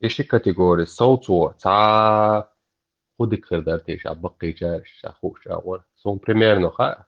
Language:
Chechen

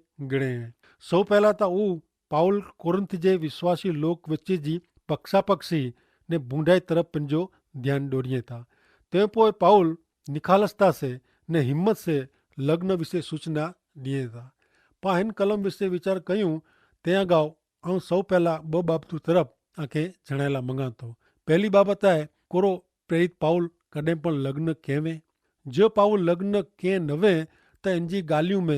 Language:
Kachhi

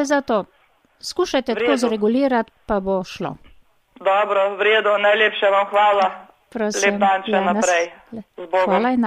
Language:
Slovenian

